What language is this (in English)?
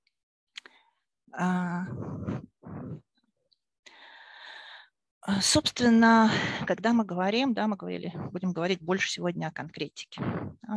Russian